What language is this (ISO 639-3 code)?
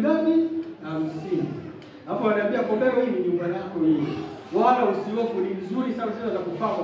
swa